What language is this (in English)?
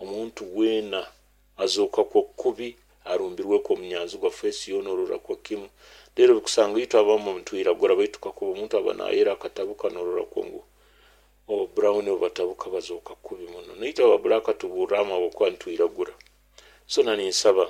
Nyoro